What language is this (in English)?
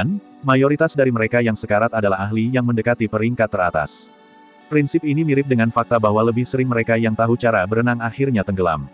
Indonesian